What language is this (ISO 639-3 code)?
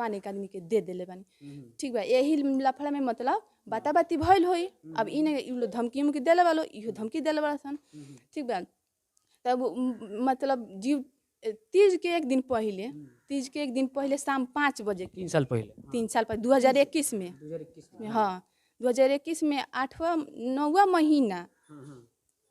bho